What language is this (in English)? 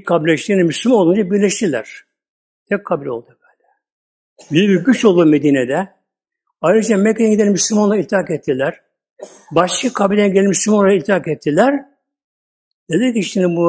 Turkish